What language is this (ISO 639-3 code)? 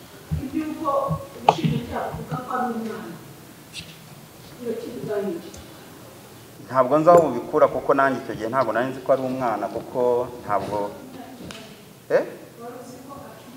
kin